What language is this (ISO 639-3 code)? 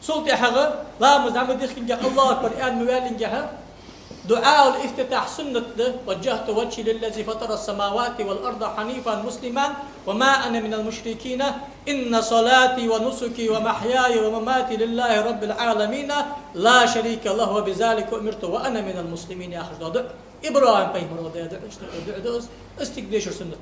inh